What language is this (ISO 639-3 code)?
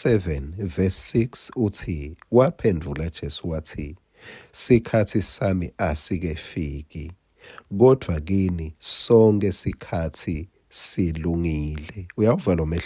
ssw